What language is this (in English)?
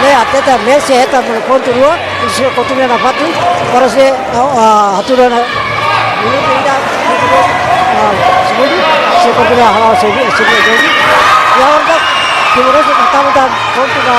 Tetum